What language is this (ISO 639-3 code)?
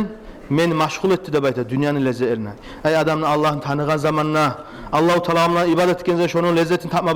kum